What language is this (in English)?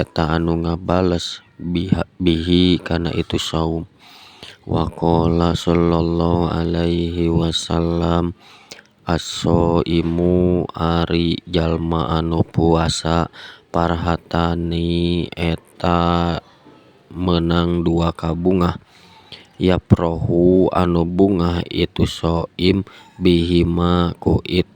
Sundanese